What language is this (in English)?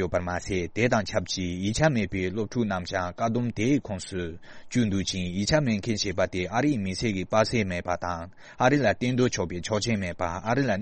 Tibetan